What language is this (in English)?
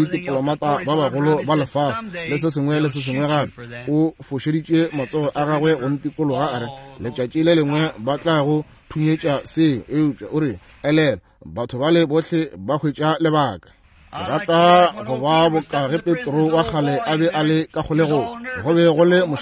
Northern Sotho